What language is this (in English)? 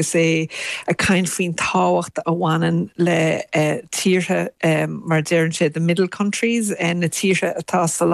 Irish